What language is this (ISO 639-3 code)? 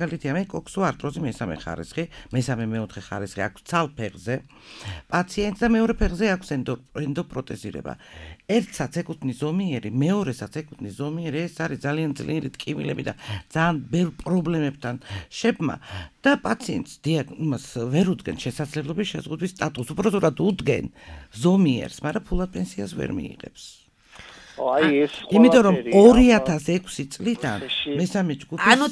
kat